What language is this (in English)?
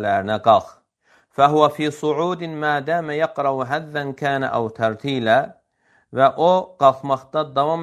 Azerbaijani